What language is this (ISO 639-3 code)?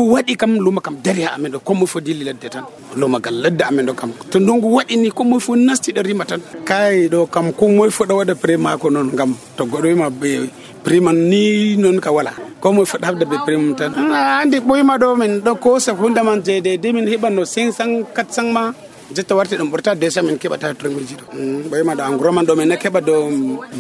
fuv